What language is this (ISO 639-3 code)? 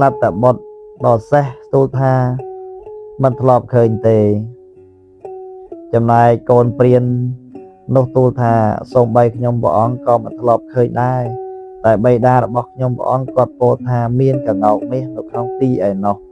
khm